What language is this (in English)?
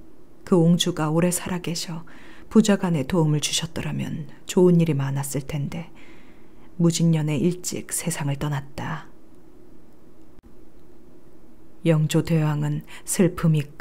Korean